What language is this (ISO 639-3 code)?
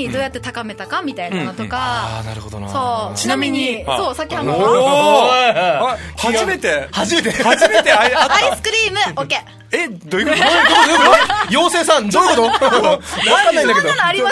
jpn